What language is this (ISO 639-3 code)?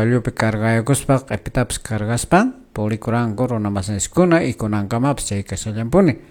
que